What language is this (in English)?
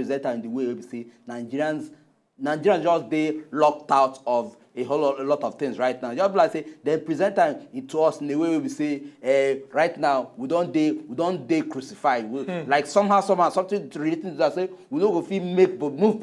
Nigerian Pidgin